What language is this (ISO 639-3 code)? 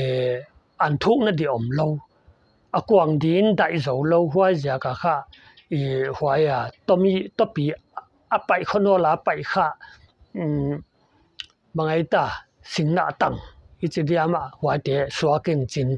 pck